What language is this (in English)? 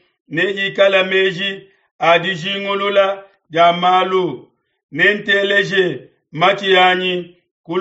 Luba-Lulua